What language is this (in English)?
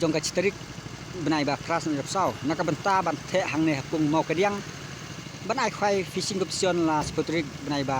Khasi